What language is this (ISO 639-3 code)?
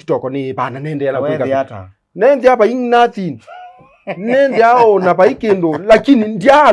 kam